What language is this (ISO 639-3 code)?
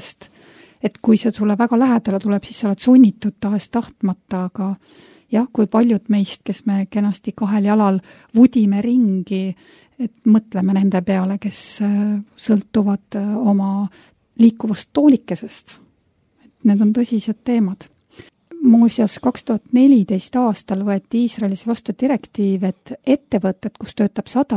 est